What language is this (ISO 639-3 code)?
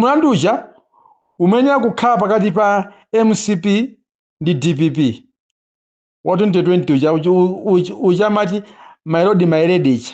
nya